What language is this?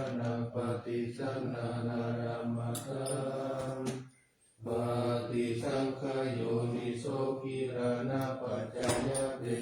Pali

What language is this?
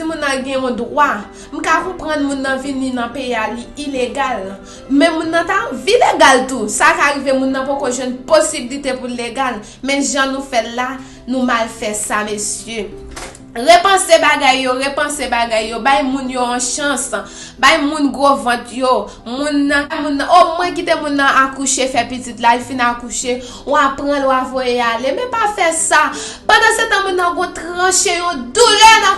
Haitian Creole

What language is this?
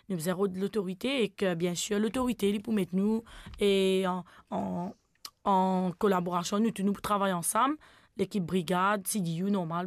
Morisyen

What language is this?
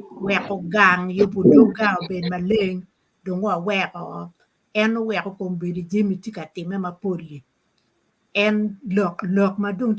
Acoli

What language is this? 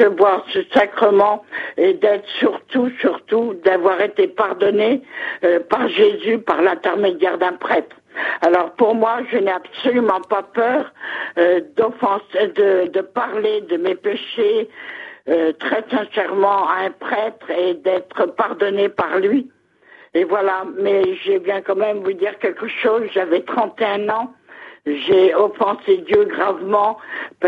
French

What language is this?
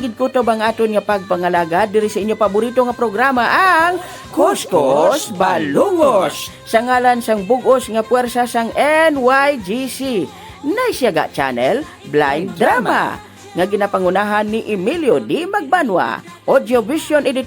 Hiligaynon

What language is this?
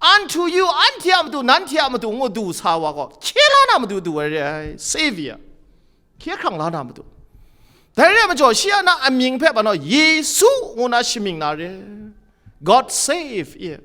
Kachin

